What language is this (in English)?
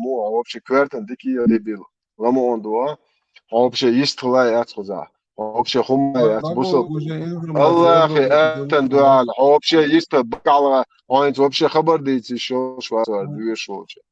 Chechen